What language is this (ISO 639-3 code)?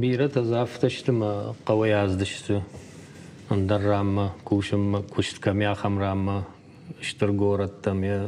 oss